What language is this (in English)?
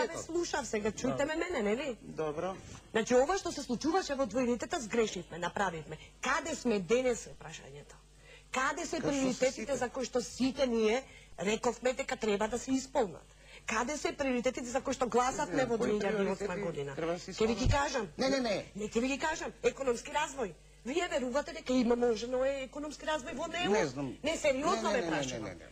Macedonian